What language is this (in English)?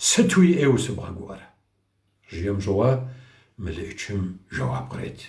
Kabardian